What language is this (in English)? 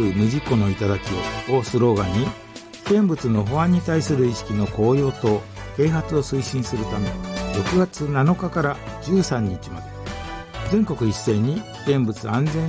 Japanese